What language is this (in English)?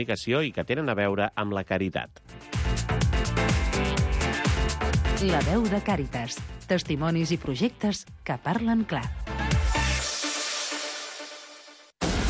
Catalan